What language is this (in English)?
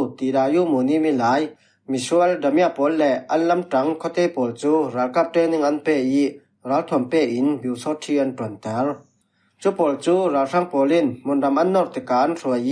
Falam Chin